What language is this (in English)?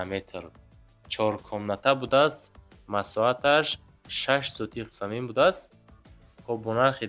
Tajik